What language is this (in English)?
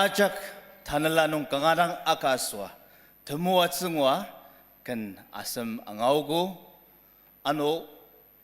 Ao Naga